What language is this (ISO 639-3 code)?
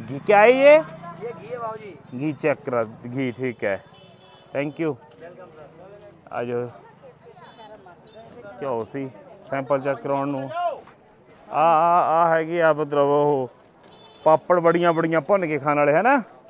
pan